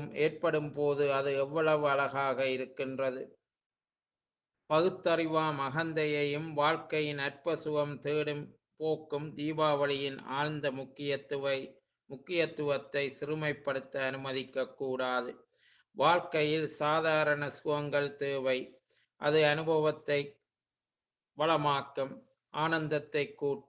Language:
Tamil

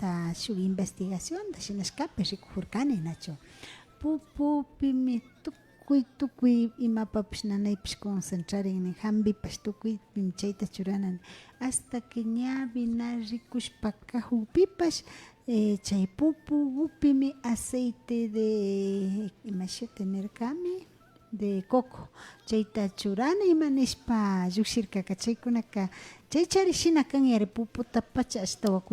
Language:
Imbabura Highland Quichua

